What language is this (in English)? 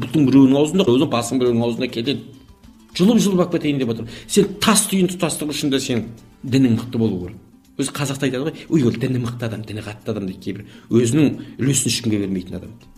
Kazakh